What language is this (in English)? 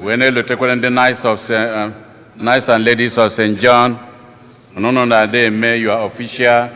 Igbo